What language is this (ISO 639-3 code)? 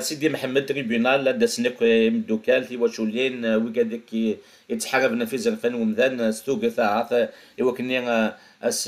kab